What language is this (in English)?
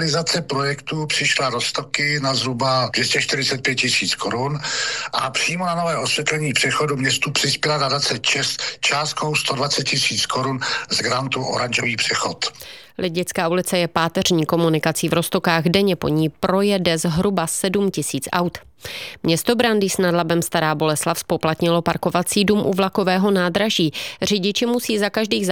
Czech